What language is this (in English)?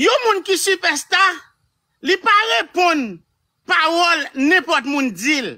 Haitian Creole